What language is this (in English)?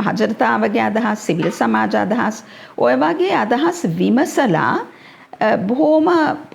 Sinhala